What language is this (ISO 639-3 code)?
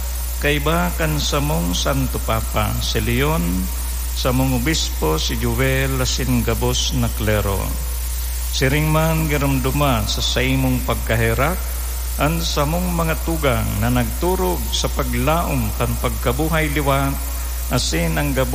bik